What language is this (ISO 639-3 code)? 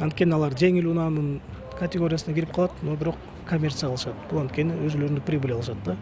kir